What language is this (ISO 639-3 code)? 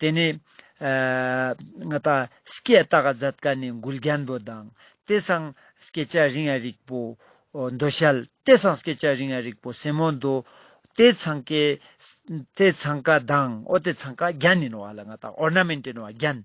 lbj